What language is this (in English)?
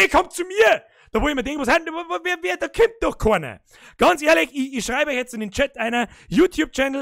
Bavarian